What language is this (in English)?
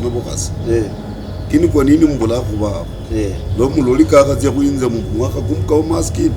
Luyia